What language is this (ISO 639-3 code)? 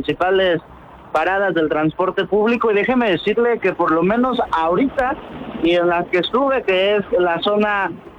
spa